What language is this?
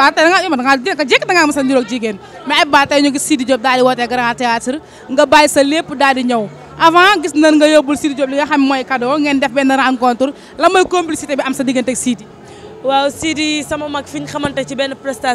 Wolof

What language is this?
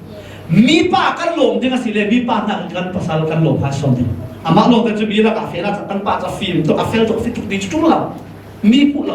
Falam Chin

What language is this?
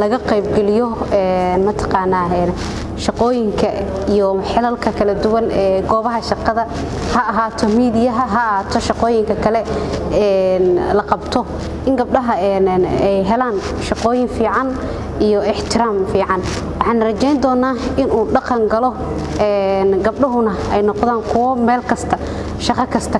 Somali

